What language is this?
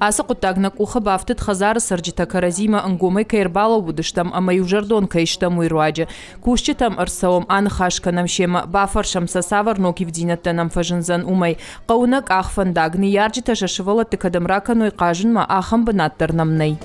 Ossetic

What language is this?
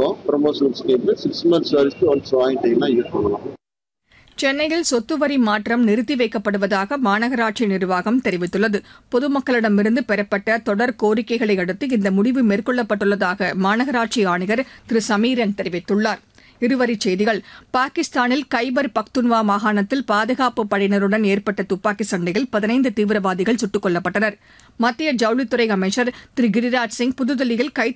Tamil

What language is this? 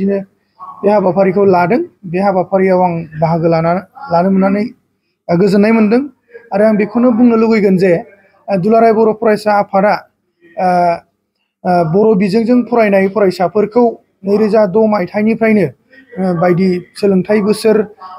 Bodo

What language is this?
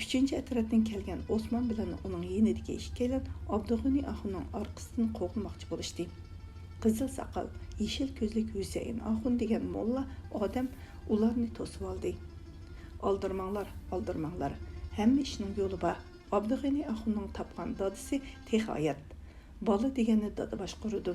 Uyghur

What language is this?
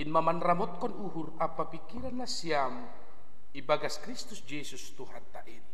Batak Simalungun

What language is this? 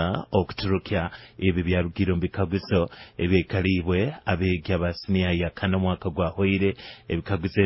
Nyoro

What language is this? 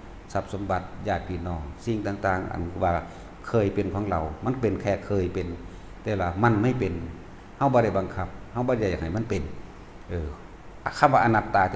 Northeastern Thai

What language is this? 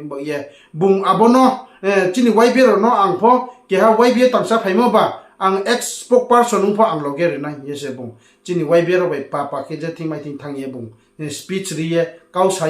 Riang (India)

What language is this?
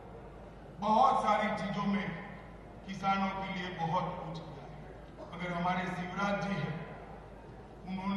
Hindi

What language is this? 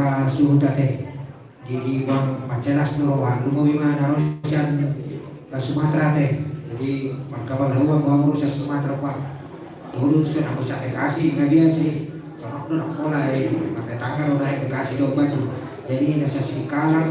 Batak Toba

